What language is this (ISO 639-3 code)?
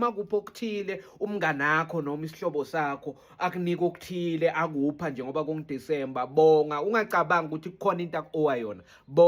zul